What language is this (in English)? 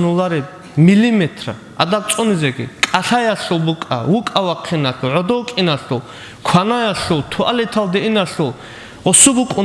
Avaric